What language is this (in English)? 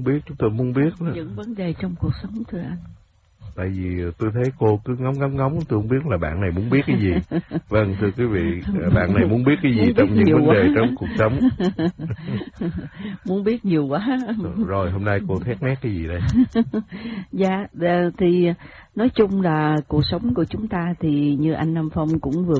Vietnamese